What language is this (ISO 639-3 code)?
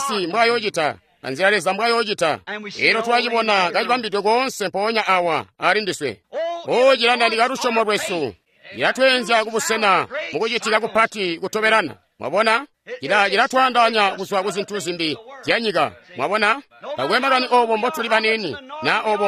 toi